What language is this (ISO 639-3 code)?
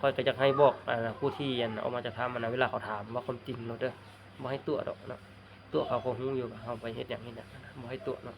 lao